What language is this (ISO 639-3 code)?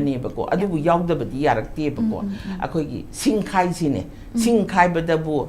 mni